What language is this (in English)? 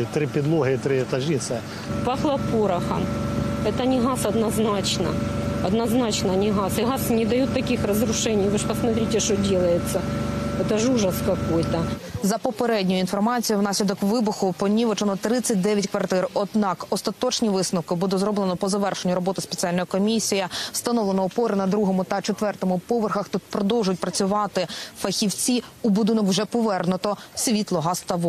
Ukrainian